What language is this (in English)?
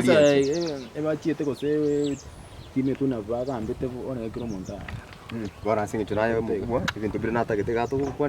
Gusii